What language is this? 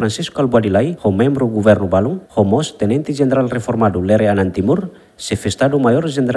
Tetum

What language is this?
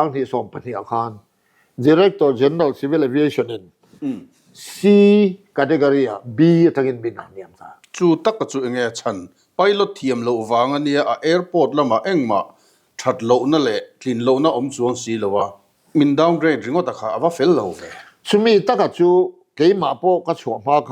Mizo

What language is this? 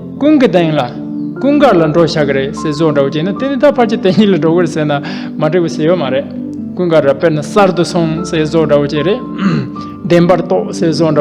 Tibetan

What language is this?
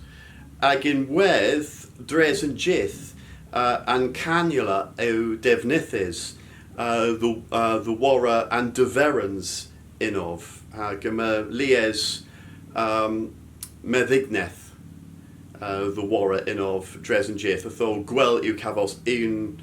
Cornish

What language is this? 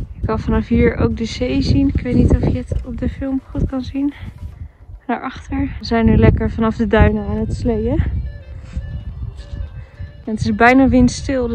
Dutch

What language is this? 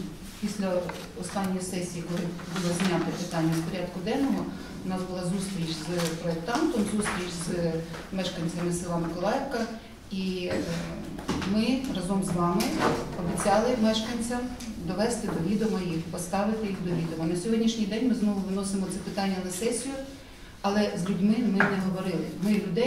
Ukrainian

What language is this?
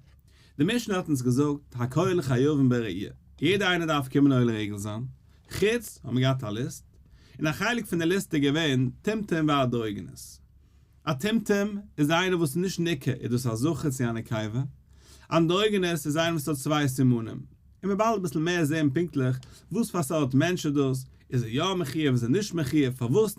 Yiddish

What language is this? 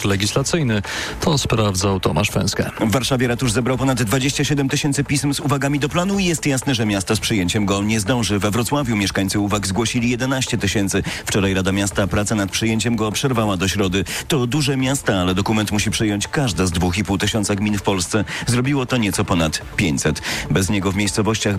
Polish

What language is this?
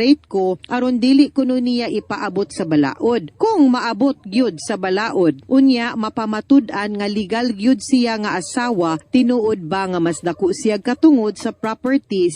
Cebuano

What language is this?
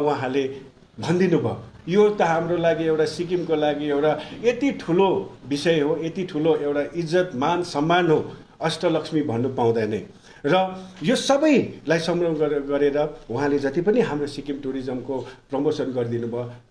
Nepali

